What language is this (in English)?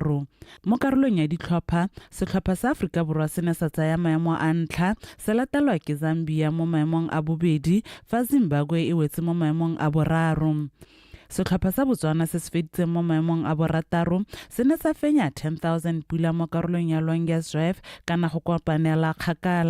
Tswana